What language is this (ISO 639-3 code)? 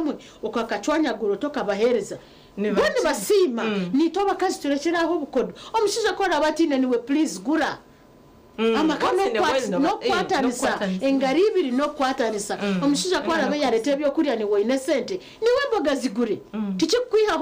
nyn